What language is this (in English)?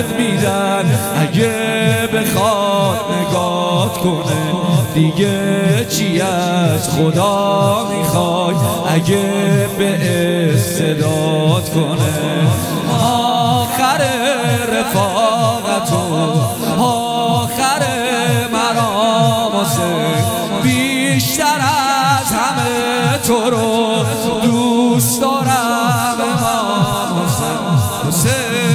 Persian